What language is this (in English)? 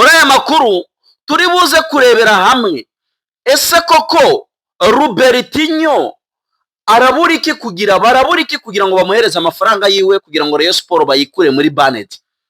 Kinyarwanda